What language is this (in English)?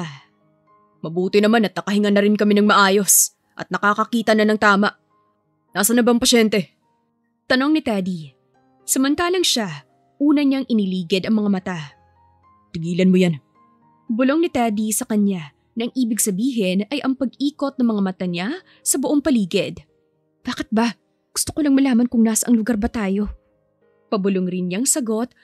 Filipino